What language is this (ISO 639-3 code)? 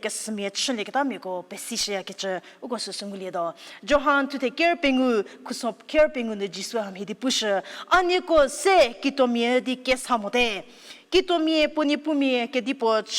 njm